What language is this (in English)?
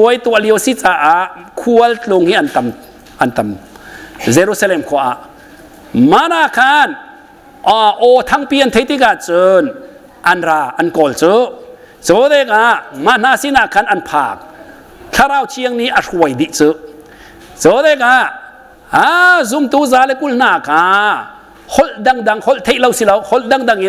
Hakha Chin